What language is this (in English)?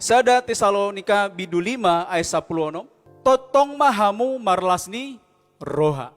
Batak Toba